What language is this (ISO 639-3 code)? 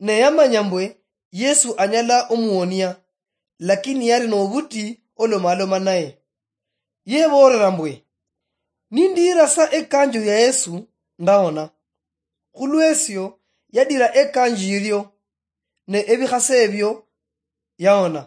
luy